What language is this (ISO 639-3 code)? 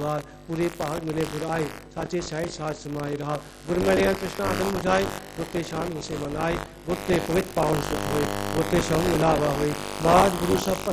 pan